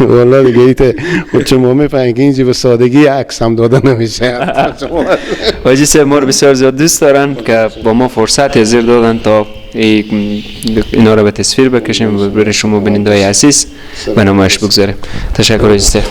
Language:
Persian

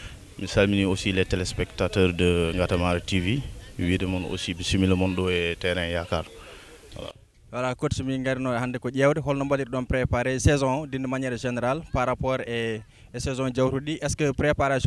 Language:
Fula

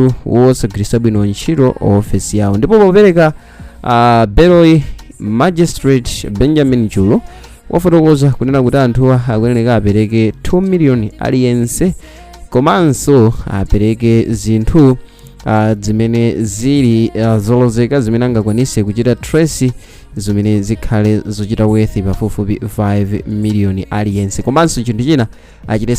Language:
Nyanja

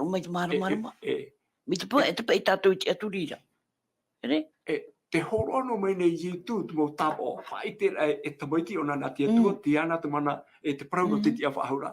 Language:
Tahitian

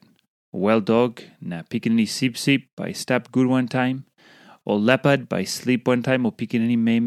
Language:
Tok Pisin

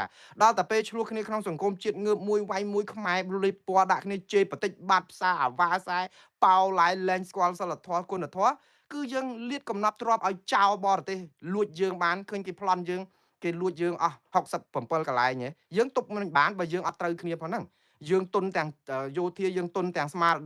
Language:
Khmer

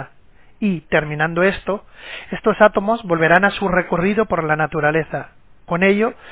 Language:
Spanish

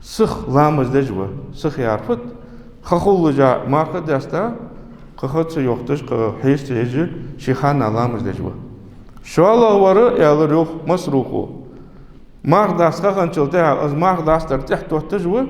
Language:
Ingush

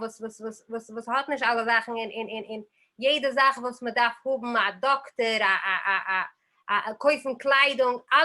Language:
Yiddish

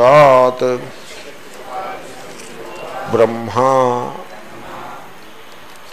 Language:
Telugu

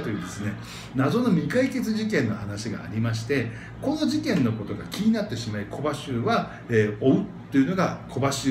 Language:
Japanese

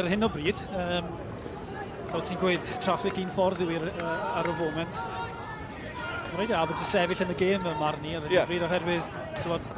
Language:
Welsh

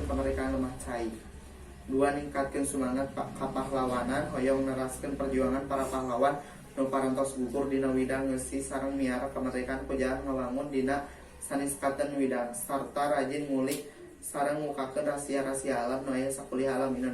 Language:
Sundanese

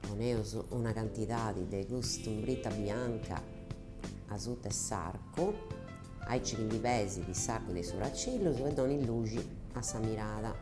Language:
Sardinian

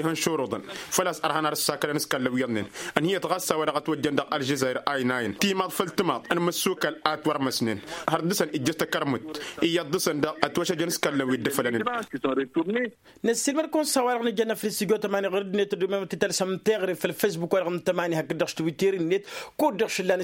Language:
Tamasheq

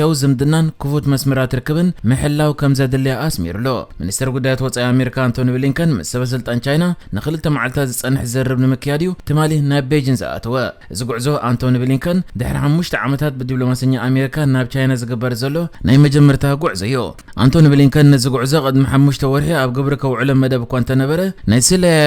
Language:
Tigrinya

